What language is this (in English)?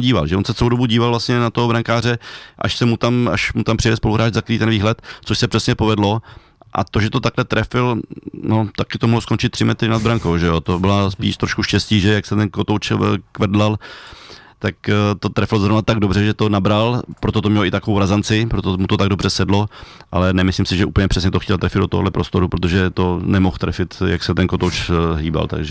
Czech